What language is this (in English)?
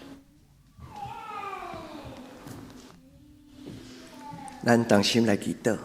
Min Nan Chinese